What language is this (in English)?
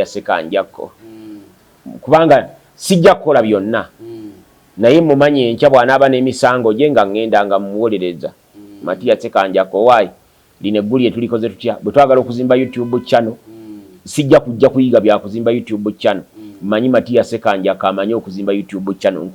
Ganda